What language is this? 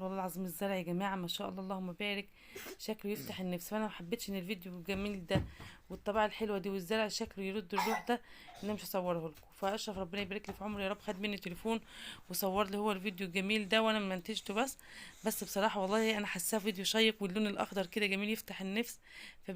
Egyptian Arabic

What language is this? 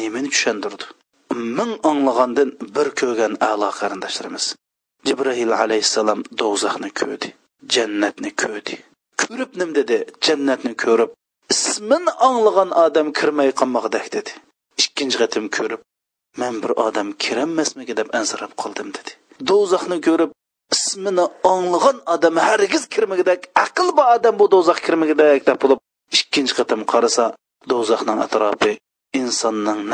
Uyghur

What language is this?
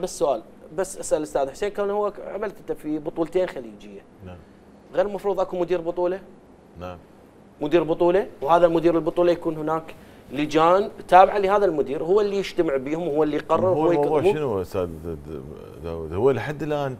Mesopotamian Arabic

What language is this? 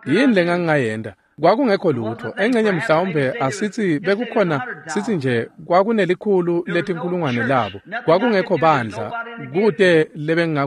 Swati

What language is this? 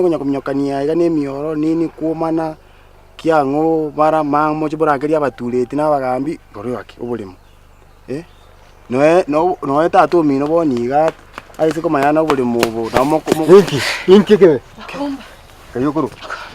Gusii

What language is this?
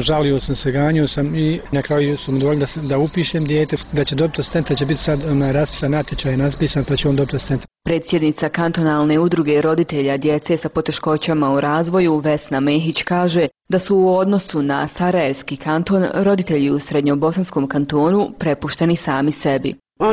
Bosnian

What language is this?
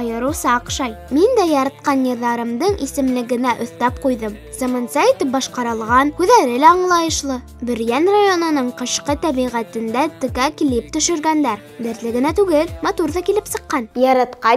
Bashkir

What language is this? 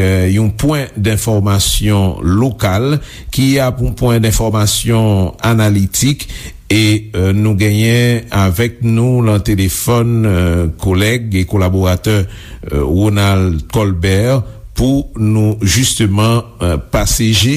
Haitian Creole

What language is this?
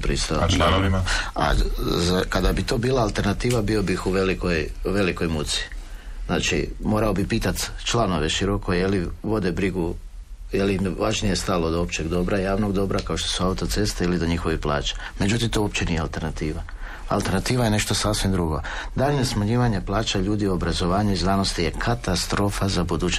Croatian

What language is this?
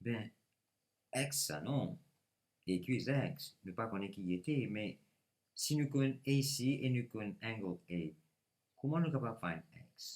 Morisyen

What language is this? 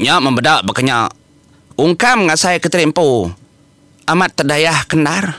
Iban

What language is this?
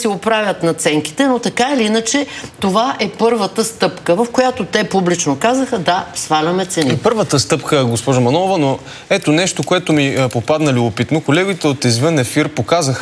Bulgarian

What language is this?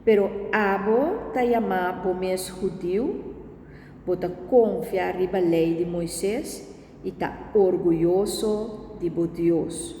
Papiamento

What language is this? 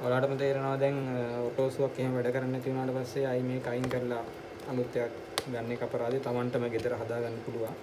Sinhala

